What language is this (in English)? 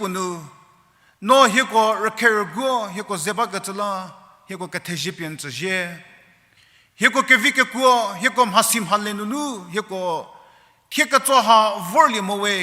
Angami Naga